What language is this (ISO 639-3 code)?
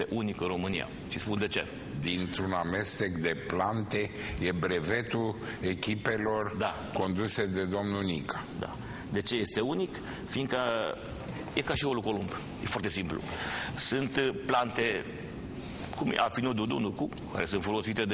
ron